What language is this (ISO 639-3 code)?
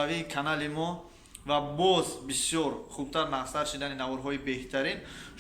tgk